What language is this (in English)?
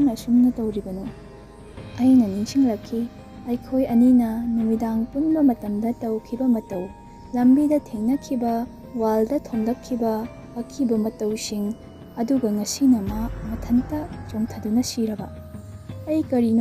Manipuri